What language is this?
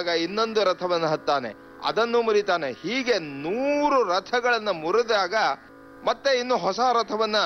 Kannada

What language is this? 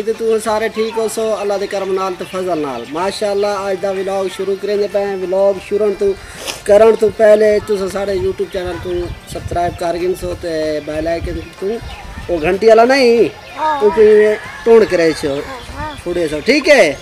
Saraiki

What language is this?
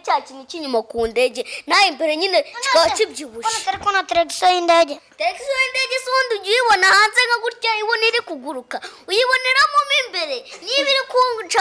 Kinyarwanda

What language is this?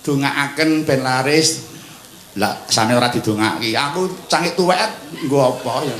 Javanese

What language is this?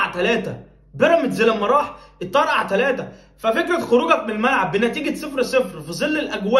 Egyptian Arabic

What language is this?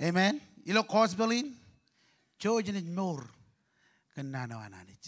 Marshallese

